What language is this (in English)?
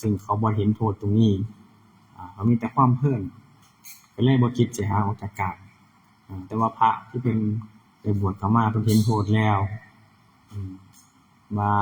Northeastern Thai